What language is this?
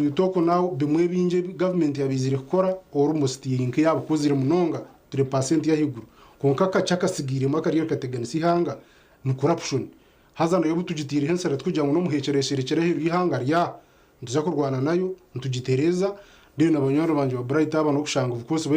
Nyankole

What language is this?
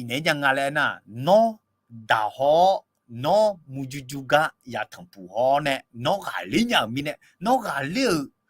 Akha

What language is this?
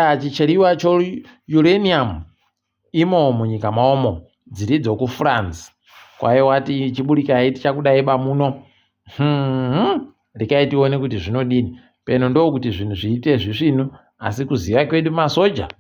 Ndau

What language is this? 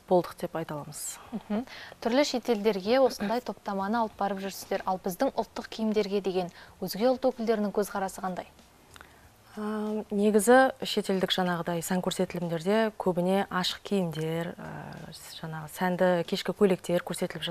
Kazakh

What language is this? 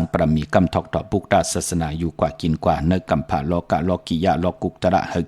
Shan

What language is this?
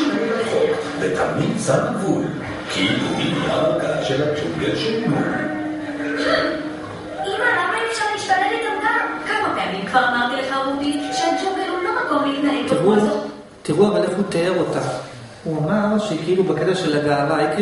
Hebrew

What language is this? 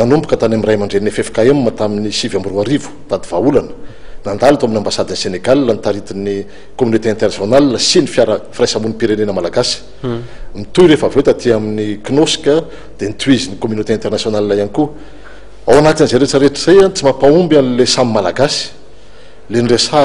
Malagasy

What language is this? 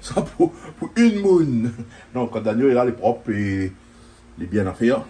Réunion Creole French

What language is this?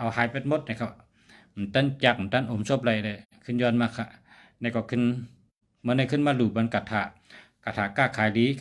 Shan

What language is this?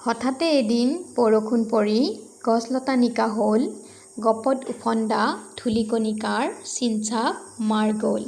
Assamese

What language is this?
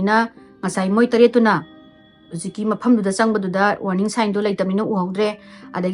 Manipuri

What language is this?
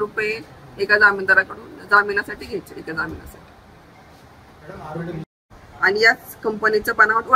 Marathi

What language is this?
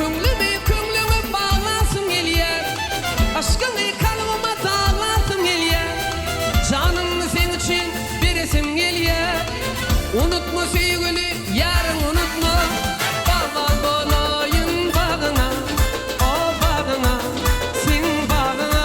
Turkmen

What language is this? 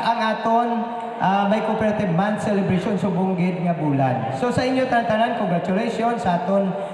Hiligaynon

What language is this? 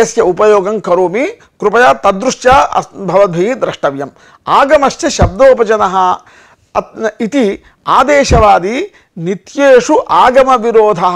Sanskrit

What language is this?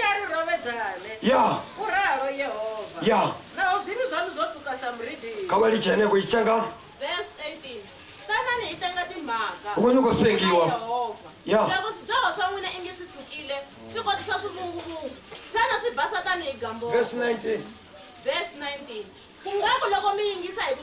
Venda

